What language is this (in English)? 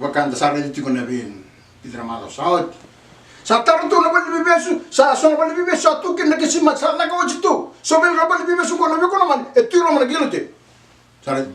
Fijian